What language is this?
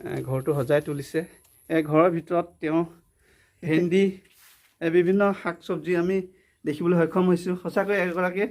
Assamese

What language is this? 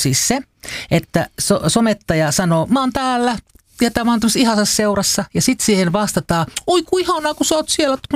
Finnish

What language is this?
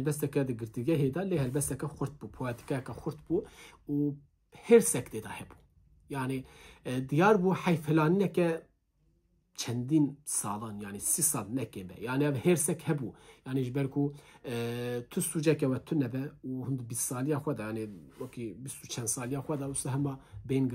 Kurdish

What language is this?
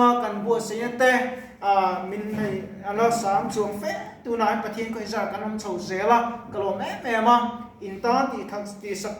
Mizo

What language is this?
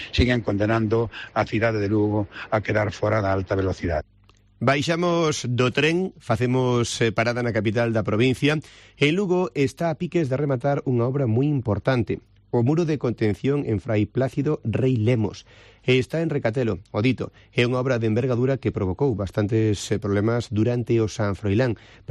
Galician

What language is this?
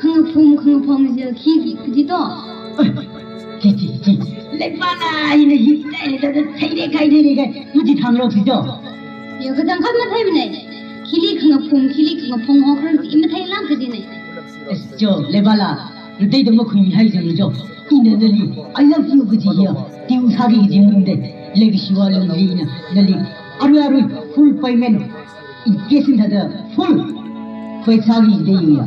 Tangkhul Naga (India)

